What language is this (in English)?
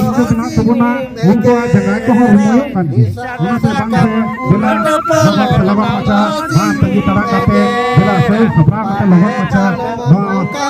Santali